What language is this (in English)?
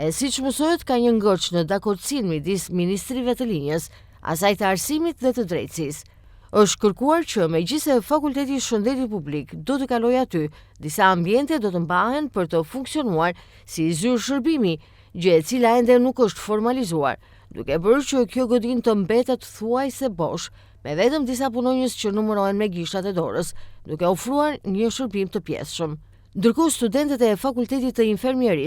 Albanian